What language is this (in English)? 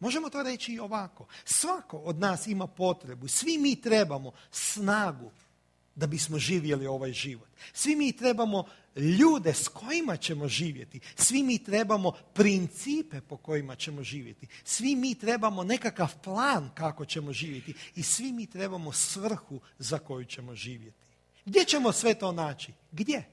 Croatian